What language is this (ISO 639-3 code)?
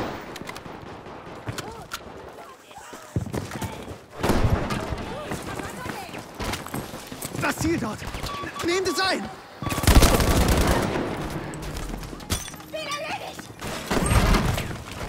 deu